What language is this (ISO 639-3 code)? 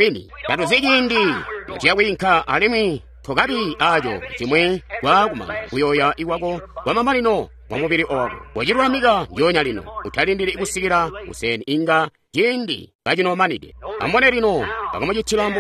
toi